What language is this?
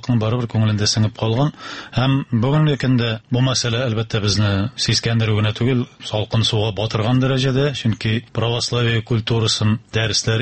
Tatar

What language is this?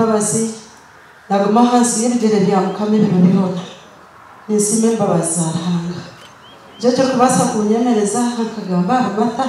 Nyankole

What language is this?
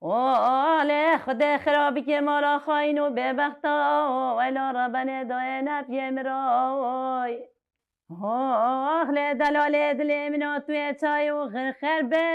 Kurdish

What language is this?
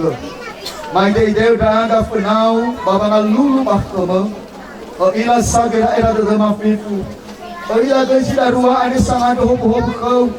Nias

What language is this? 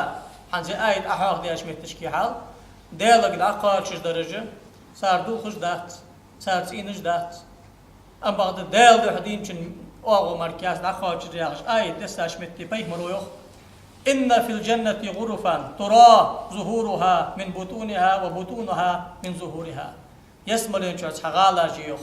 Ingush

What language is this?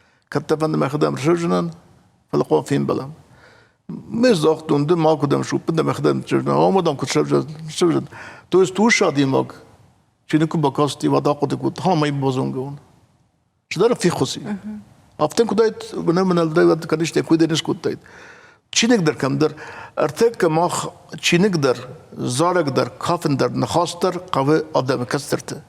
Ossetic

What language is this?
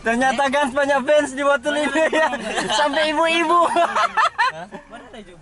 Manado Malay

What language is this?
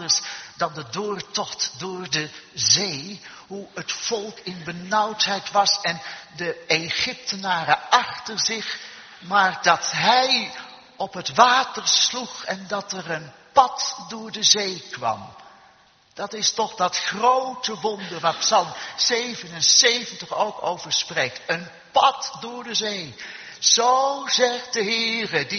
Dutch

